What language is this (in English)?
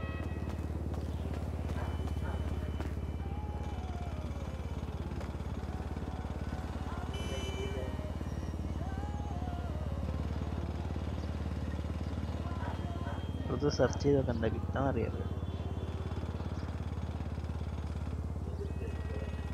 Malayalam